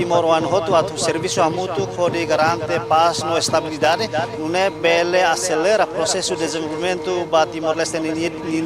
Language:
Tetum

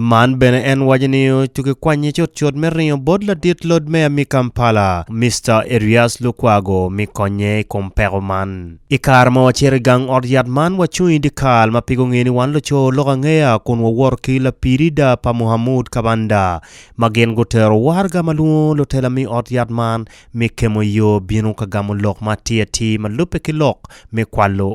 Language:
Acoli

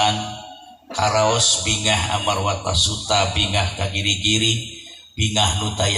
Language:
Sundanese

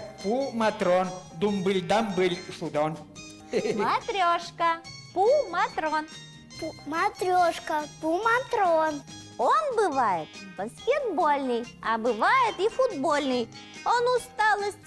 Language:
Udmurt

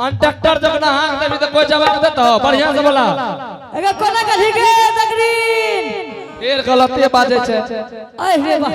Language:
Angika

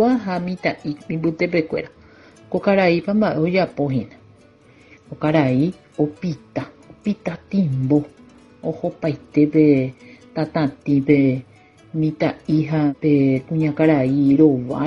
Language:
Guarani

